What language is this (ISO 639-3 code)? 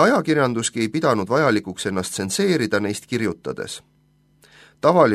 est